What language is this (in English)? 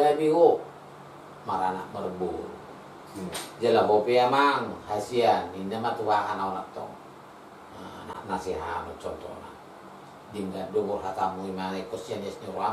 Batak Toba